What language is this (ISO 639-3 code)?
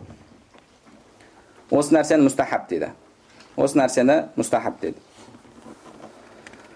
kaz